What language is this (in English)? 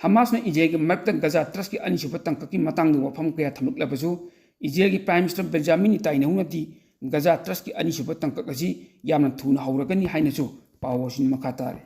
Manipuri